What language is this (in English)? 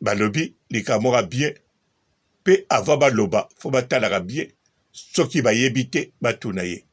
Lingala